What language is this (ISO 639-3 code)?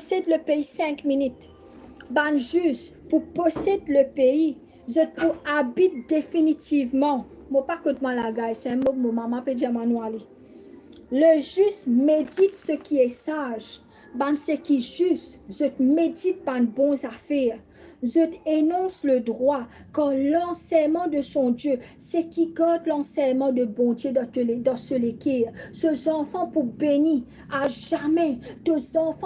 mfe